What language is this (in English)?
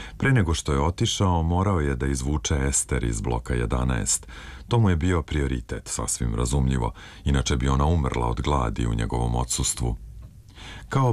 Serbian